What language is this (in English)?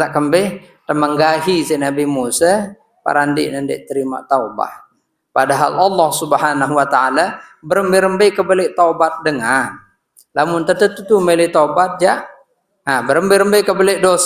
Sasak